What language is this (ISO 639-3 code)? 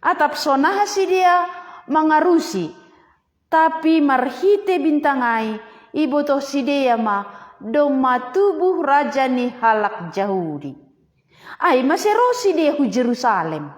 bts